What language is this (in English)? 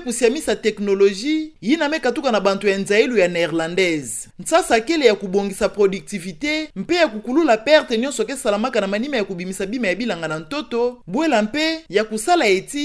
Kituba (Democratic Republic of Congo)